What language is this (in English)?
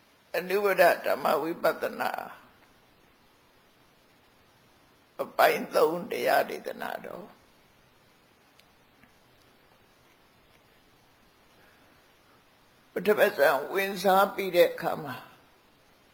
Burmese